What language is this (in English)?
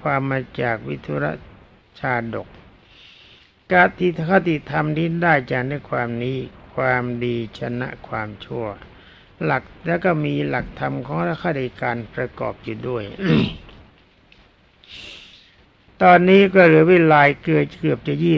Thai